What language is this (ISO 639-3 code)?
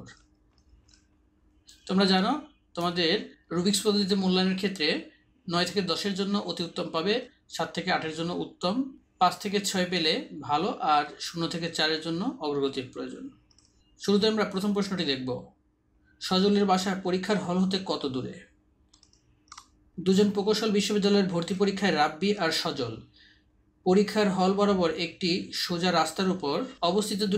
ben